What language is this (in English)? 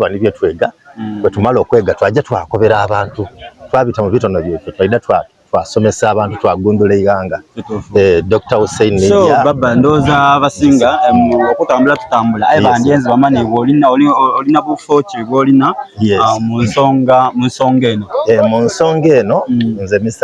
Soga